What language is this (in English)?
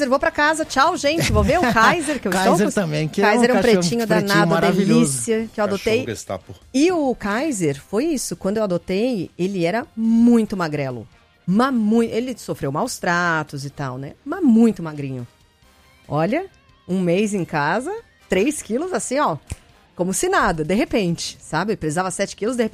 Portuguese